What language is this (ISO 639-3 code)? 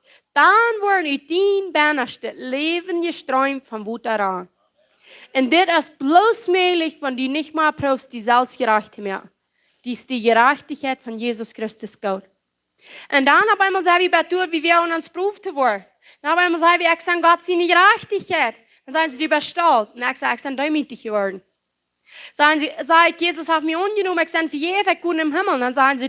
pdt